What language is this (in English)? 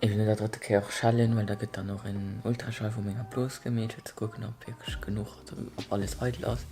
Luxembourgish